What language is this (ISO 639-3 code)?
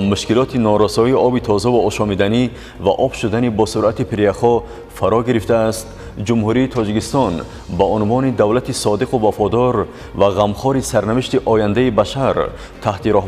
tgk